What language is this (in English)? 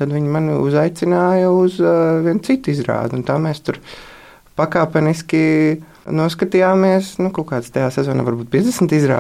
Latvian